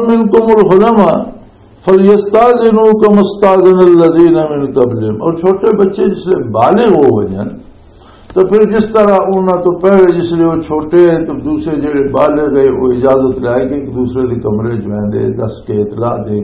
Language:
Western Panjabi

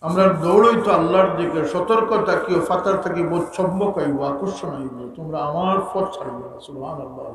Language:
Sylheti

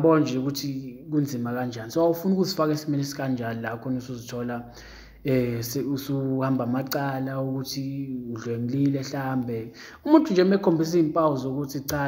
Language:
Zulu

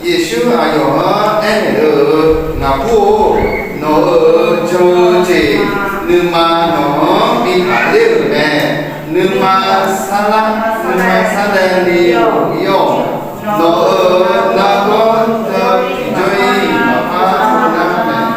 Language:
Akha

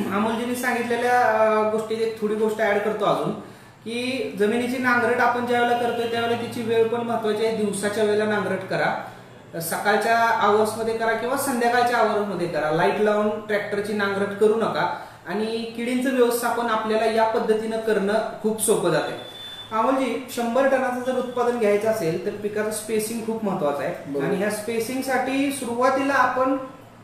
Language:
Marathi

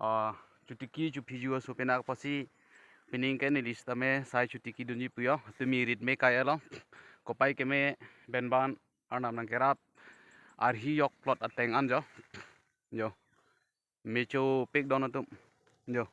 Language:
Karbi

